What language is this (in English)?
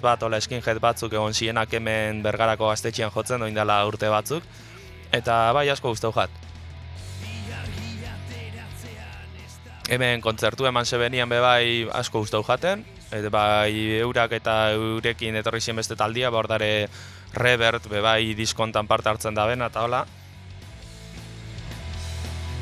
Basque